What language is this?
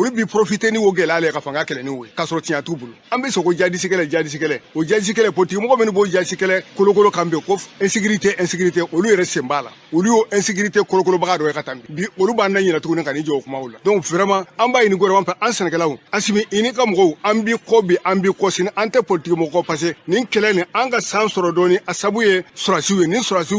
Bambara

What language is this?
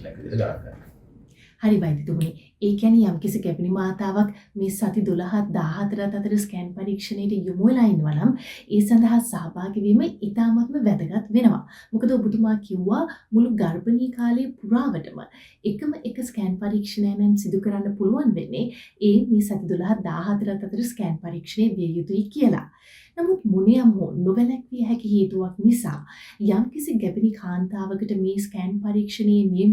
Sinhala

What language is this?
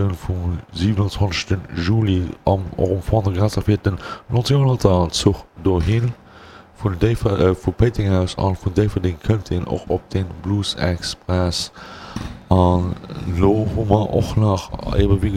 Luxembourgish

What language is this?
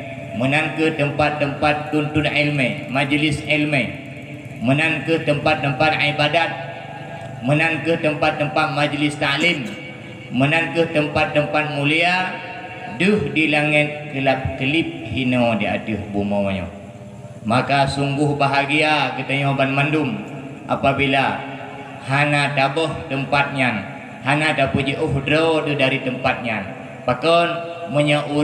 Achinese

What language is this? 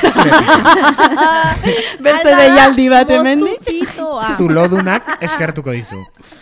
Basque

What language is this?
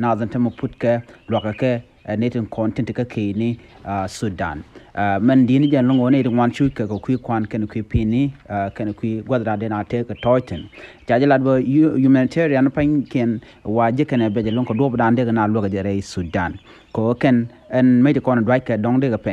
Nuer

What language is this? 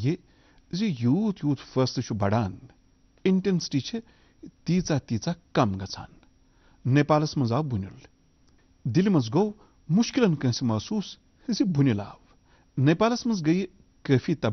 Kashmiri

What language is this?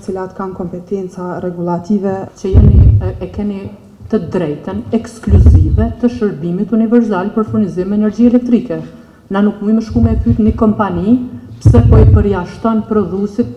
Albanian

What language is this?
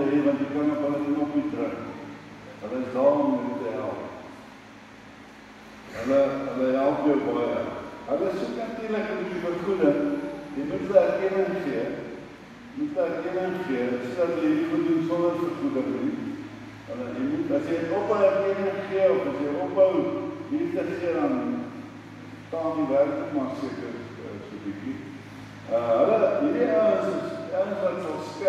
Afrikaans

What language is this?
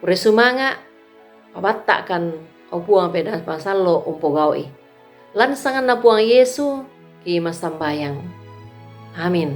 Toraja-Sa'dan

